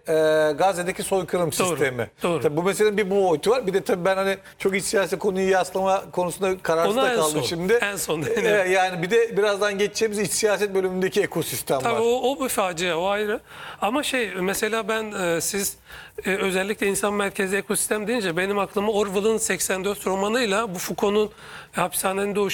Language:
Turkish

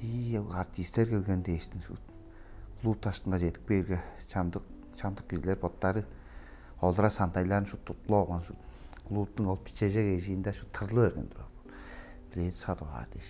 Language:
Tuvinian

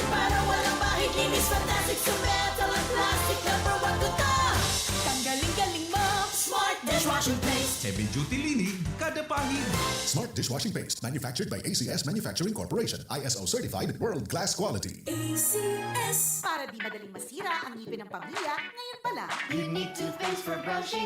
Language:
Bikol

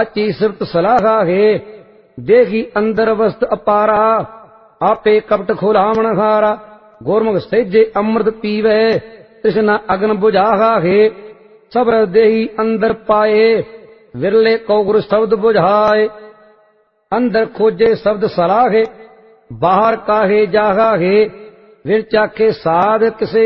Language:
Punjabi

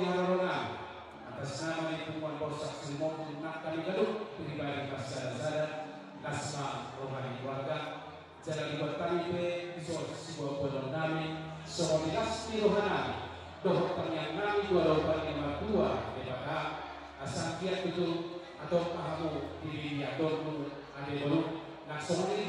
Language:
Batak Toba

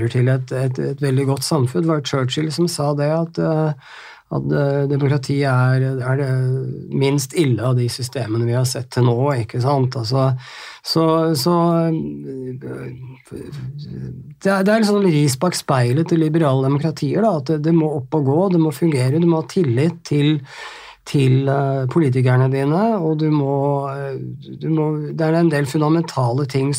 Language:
Norwegian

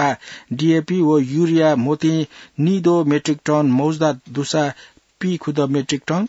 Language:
Newari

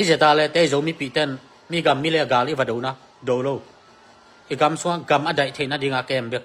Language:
Tedim Chin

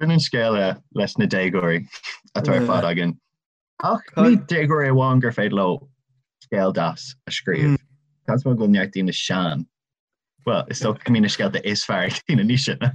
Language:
Irish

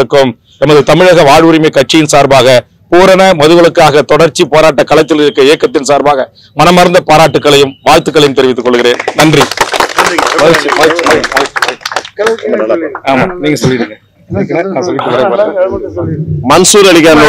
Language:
Tamil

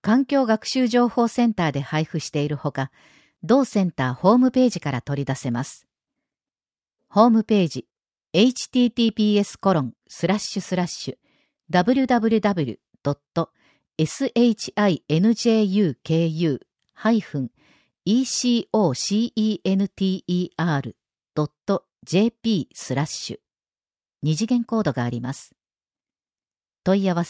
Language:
Japanese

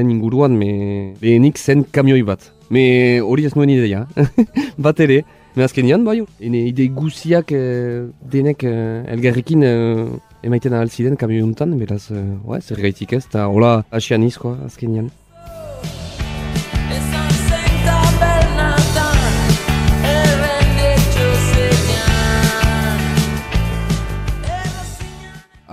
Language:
Basque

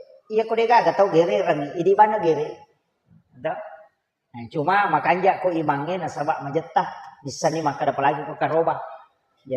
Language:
Buginese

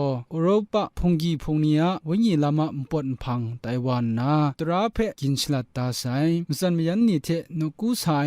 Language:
Kachin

